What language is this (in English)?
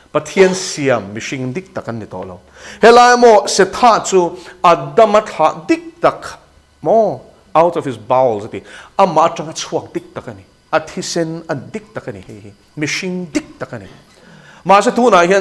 Mizo